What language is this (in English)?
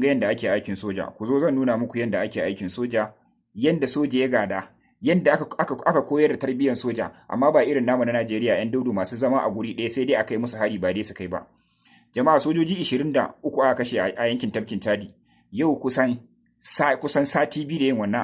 Hausa